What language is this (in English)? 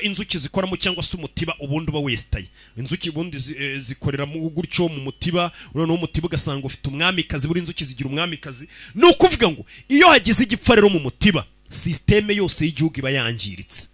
Kinyarwanda